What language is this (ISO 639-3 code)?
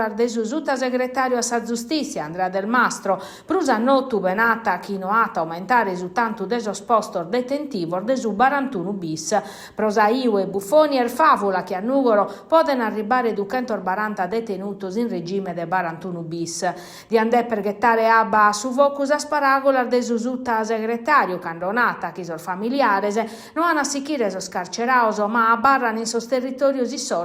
srd